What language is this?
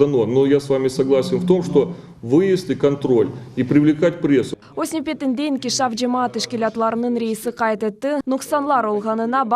Crimean Tatar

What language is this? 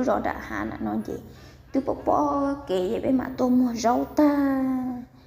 Hmong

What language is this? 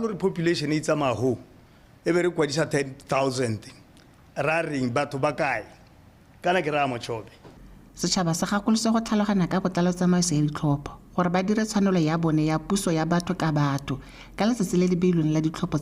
Tswana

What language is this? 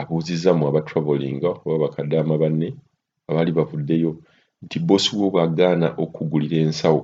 Ganda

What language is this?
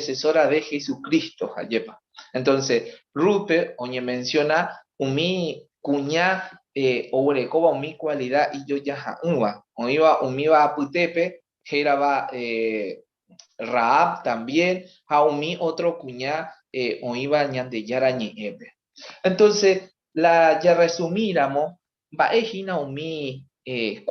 Guarani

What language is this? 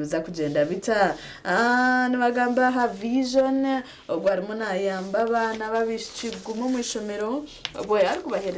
Nyankole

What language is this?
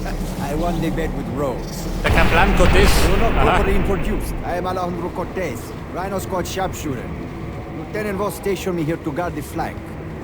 Bavarian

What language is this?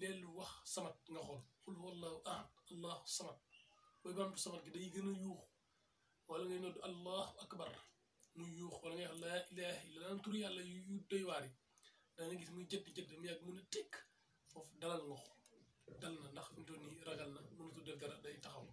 Wolof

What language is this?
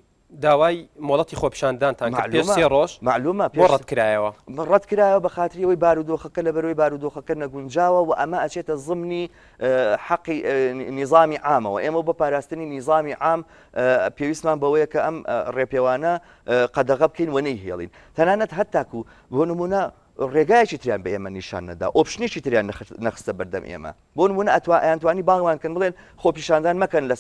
Central Kurdish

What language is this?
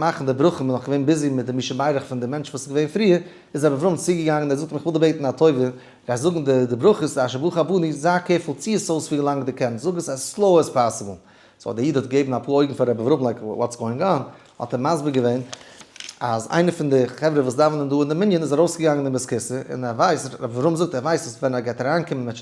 Yiddish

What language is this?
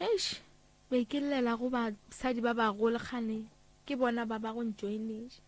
Northern Sotho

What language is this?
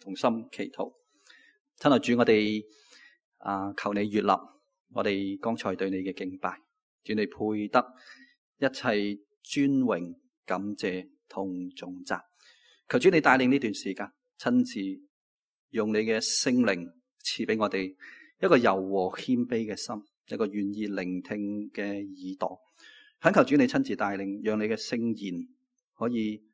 Cantonese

